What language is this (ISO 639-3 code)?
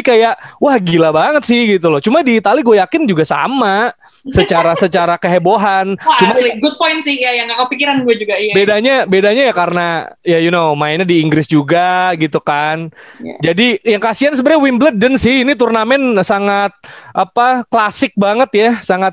ind